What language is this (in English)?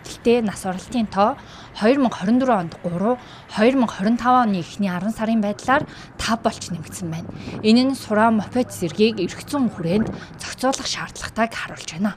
Mongolian